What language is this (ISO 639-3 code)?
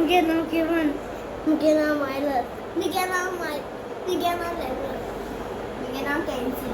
kok